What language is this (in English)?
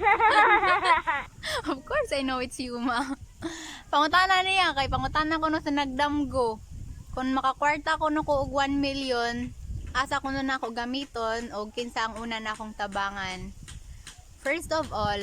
Cebuano